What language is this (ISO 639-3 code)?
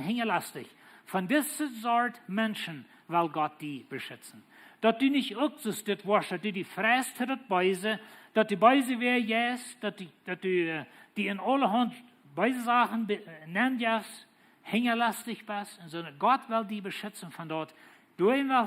pdt